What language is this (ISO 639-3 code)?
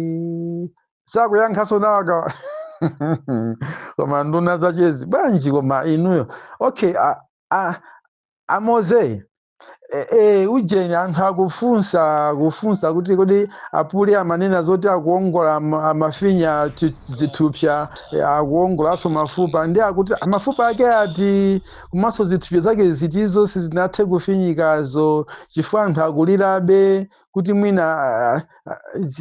nya